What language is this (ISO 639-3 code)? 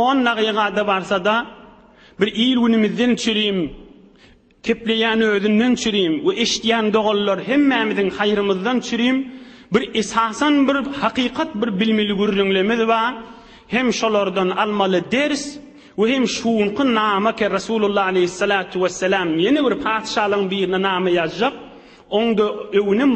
tuk